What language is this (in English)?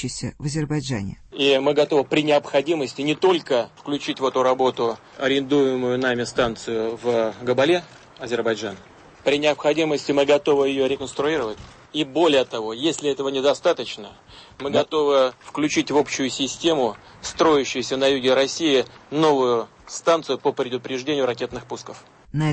Russian